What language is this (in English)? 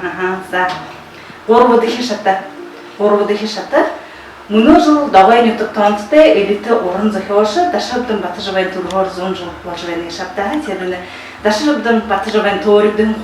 Buriat